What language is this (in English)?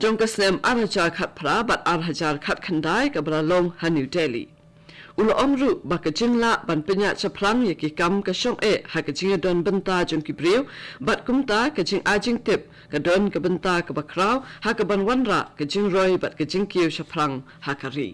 Khasi